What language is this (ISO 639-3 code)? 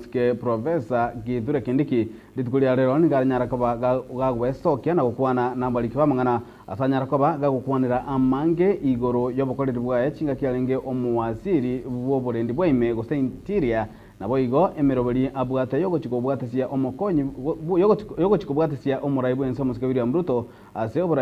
guz